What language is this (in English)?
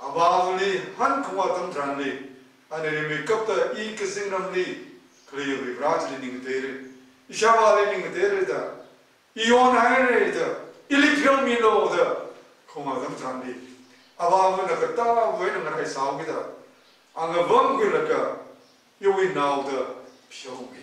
Tangkhul Naga (India)